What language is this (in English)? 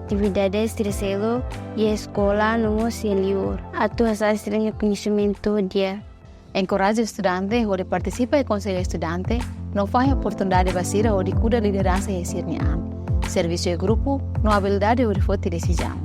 Tetum